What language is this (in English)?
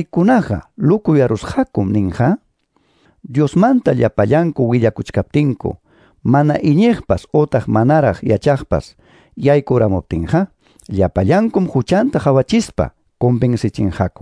Quechua